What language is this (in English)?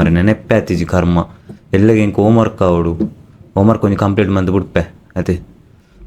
Tulu